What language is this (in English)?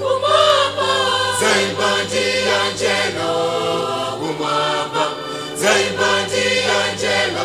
Nyanja